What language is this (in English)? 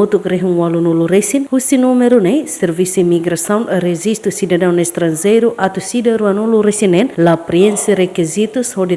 Tetum